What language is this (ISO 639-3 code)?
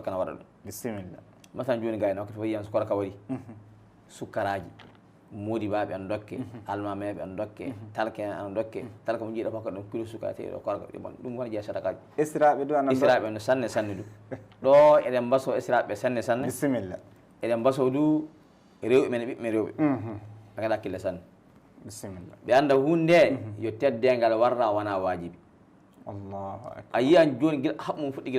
ful